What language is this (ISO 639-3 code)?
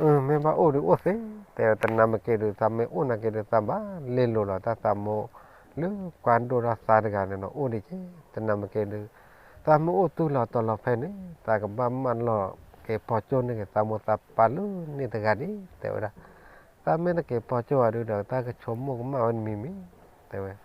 ksw